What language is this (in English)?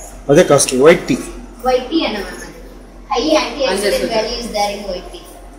Telugu